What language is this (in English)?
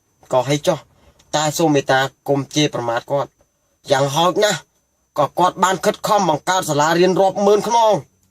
Khmer